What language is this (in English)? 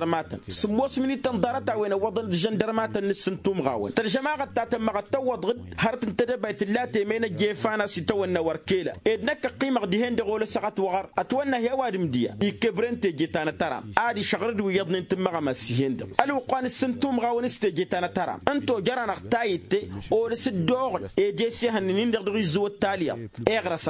Tamasheq